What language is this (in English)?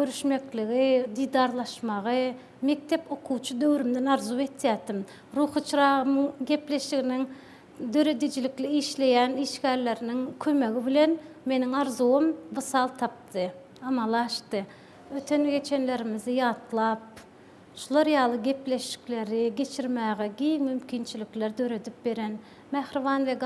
Turkmen